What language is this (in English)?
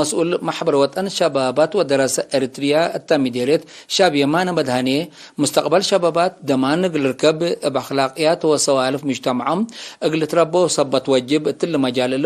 Tigre